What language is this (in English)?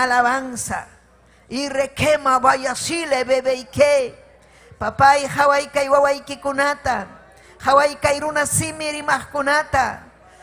Ayacucho Quechua